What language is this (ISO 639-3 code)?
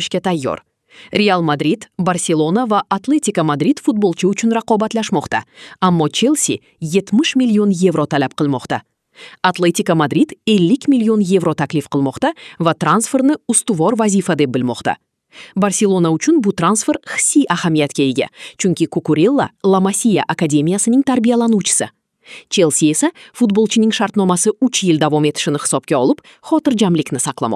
kir